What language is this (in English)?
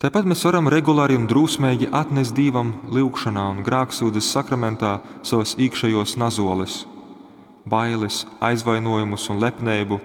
Latgalian